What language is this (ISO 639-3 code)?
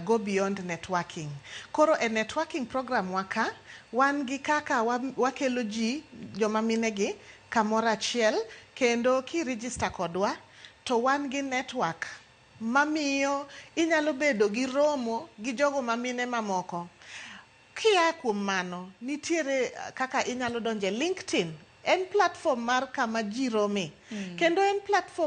luo